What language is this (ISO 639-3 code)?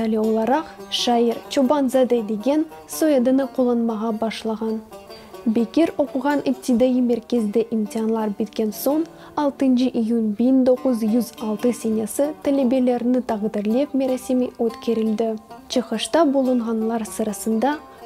crh